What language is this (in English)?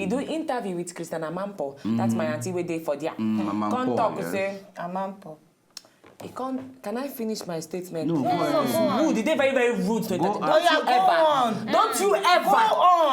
Nigerian Pidgin